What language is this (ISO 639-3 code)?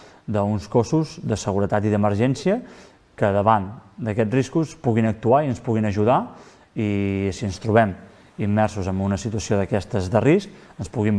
cat